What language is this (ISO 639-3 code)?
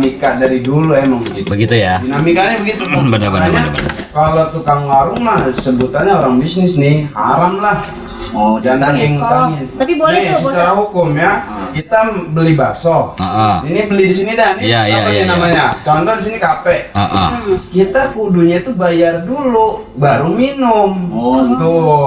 bew